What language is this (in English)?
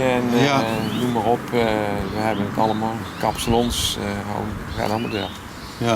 Limburgish